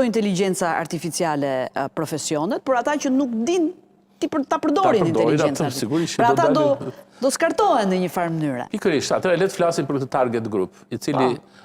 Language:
Albanian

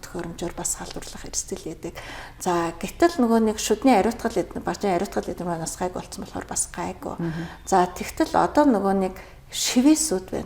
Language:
Mongolian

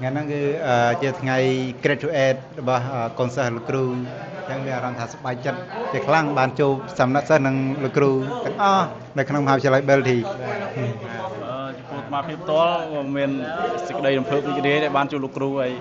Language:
Khmer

